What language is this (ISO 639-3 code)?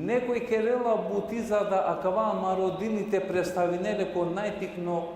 rmn